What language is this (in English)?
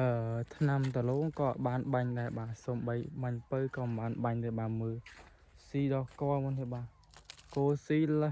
Khmer